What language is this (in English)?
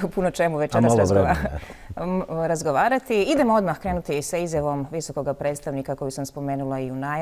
Bosnian